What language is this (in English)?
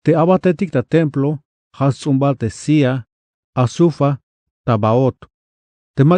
Tzeltal